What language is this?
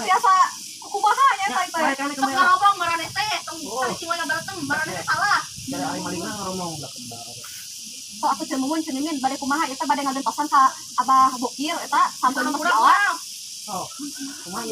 Sundanese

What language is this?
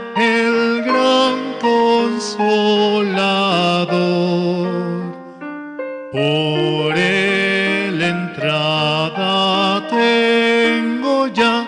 Aymara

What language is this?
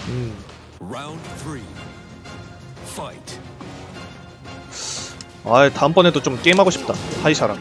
Korean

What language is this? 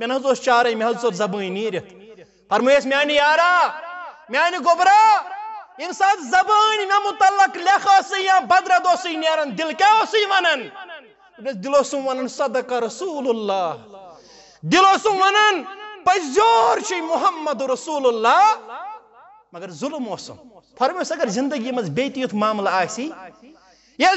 Kashmiri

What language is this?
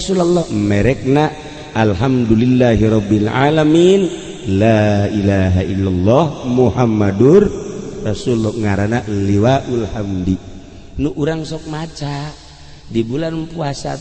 Sundanese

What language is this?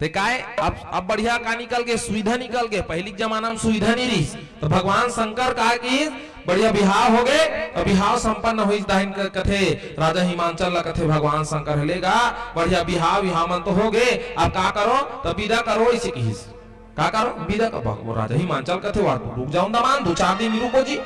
Chhattisgarhi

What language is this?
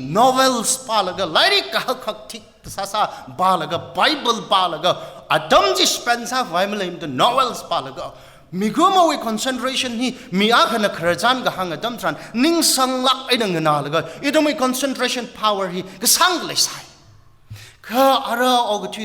Tangkhul Naga (India)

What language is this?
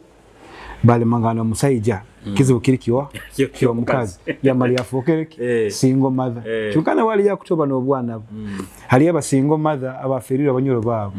Nyoro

